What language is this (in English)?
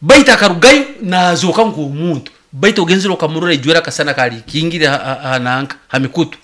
Nyoro